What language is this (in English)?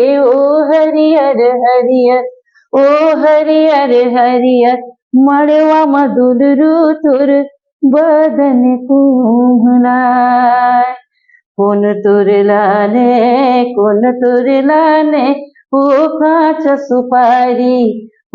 Chhattisgarhi